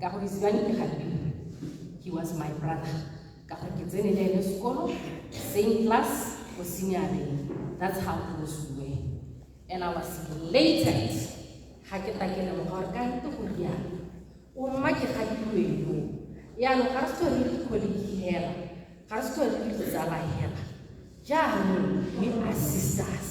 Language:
Tswana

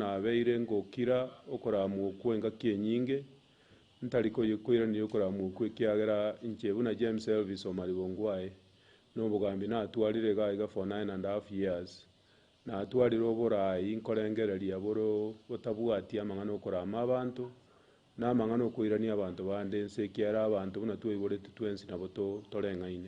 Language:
Gusii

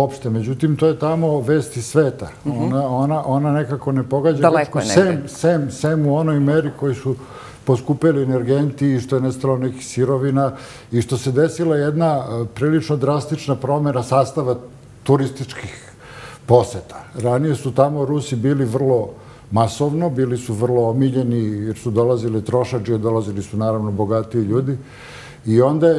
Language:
Serbian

